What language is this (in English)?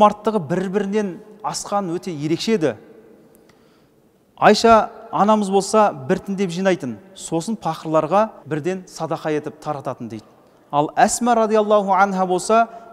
Kazakh